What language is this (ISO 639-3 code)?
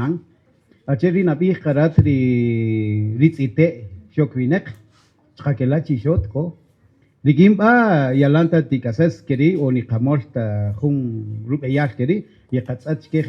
cak